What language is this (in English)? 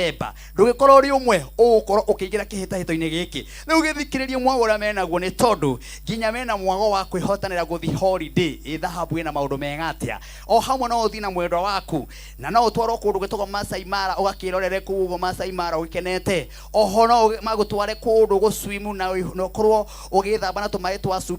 Kikuyu